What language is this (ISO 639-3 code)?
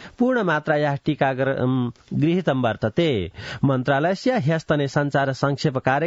san